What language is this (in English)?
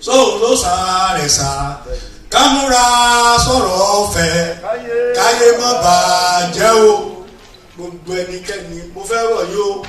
Yoruba